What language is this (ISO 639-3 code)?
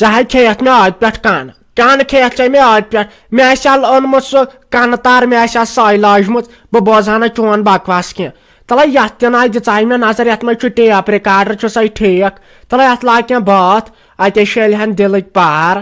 kas